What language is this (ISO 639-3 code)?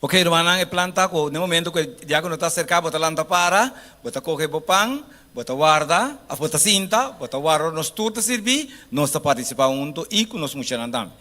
pap